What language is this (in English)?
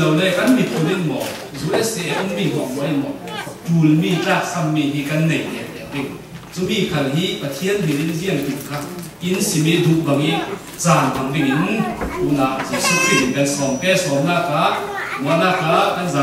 Falam Chin